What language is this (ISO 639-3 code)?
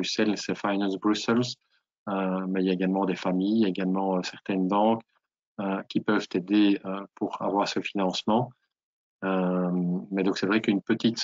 fra